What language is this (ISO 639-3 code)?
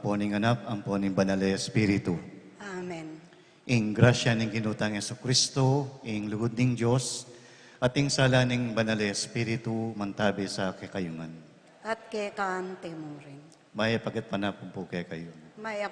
pam